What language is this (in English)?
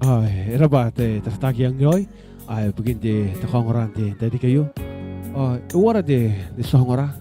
Gilbertese